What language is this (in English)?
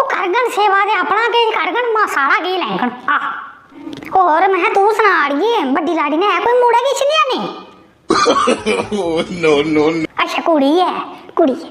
Dogri